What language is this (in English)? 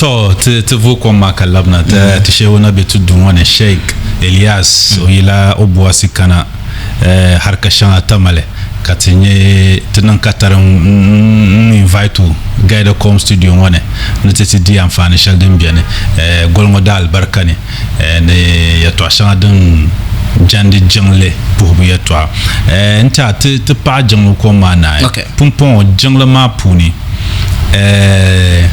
Dagbani